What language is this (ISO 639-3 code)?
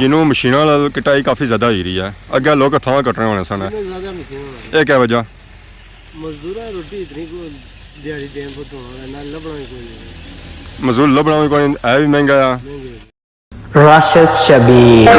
phr